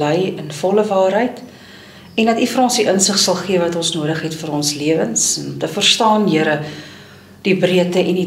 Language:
Afrikaans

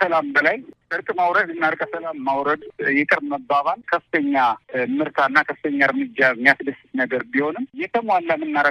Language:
Amharic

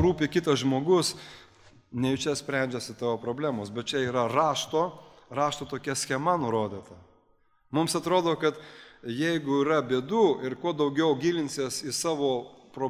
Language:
Lithuanian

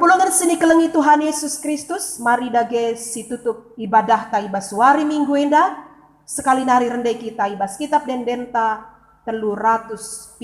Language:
Batak Karo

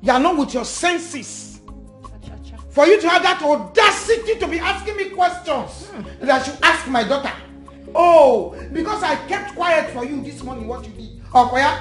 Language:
Nigerian Pidgin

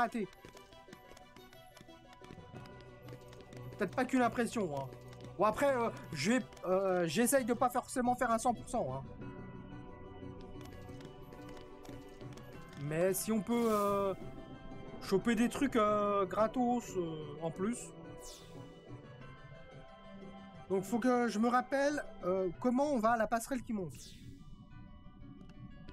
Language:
French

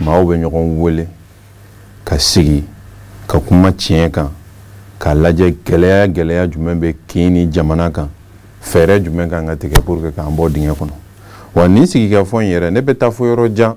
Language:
Bambara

